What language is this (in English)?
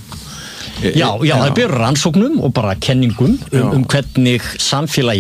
Icelandic